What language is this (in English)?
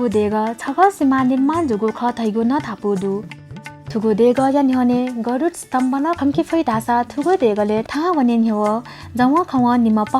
Newari